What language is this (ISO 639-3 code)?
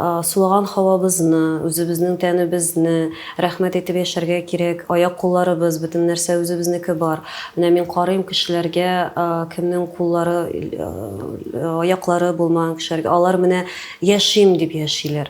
tat